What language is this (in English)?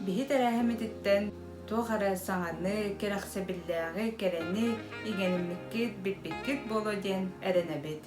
Yakut